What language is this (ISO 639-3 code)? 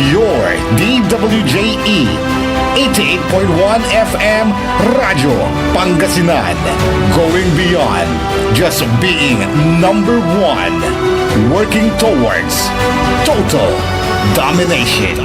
pag